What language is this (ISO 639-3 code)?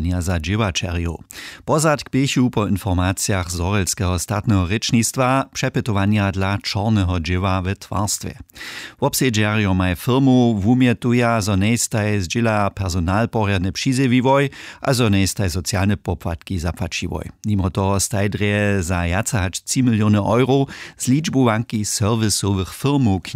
hsb